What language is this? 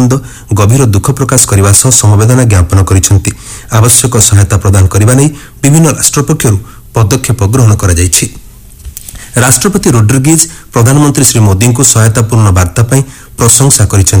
Odia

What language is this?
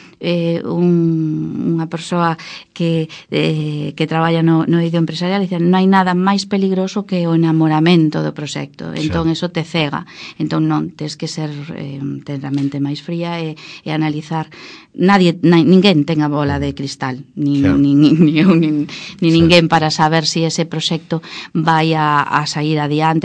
Galician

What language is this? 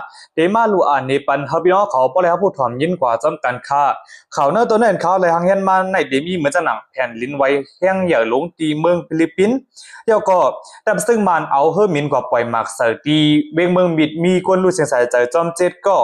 Shan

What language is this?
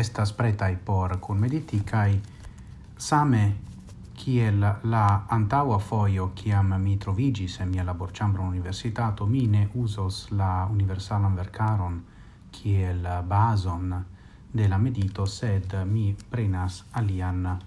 Esperanto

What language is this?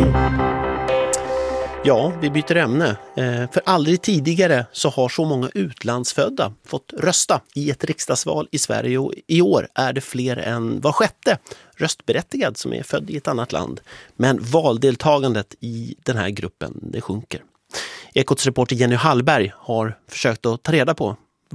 Swedish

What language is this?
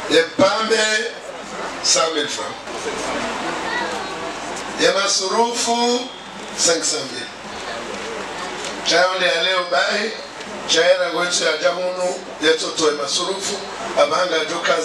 Swahili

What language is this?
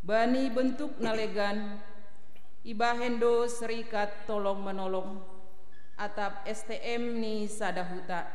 Batak Simalungun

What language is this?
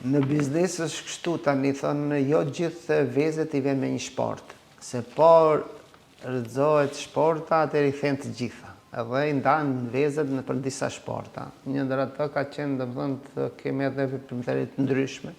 Albanian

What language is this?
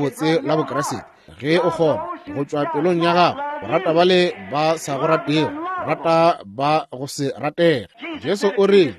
Northern Sotho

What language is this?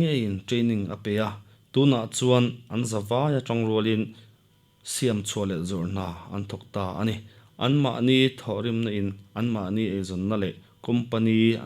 Mizo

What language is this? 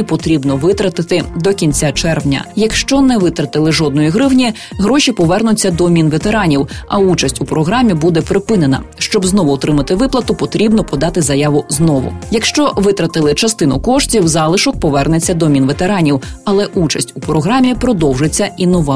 Ukrainian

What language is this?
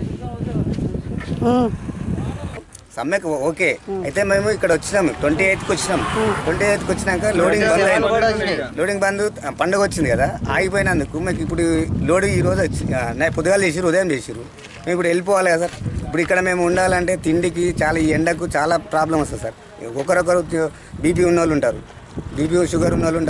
Telugu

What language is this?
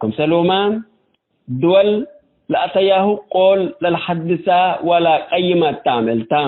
Tigre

